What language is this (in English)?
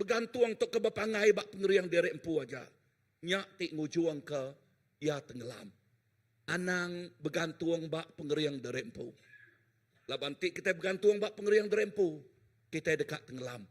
Iban